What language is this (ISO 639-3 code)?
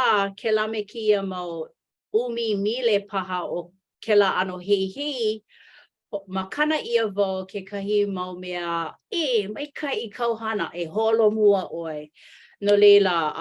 haw